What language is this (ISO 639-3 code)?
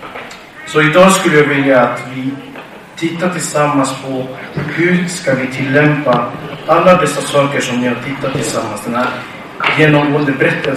swe